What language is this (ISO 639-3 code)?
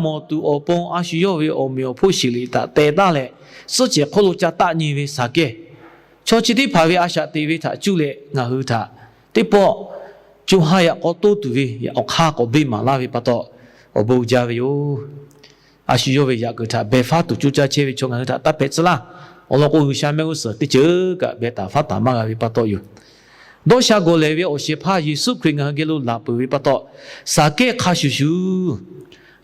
lhu